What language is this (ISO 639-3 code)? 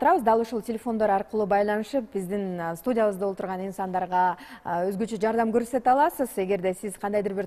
kir